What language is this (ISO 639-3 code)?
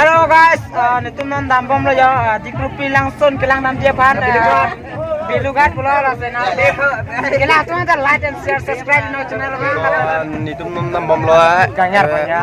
mjw